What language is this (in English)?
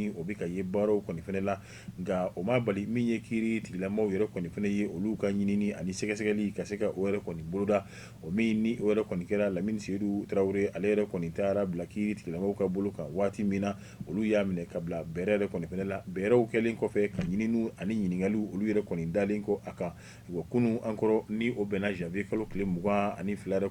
Bambara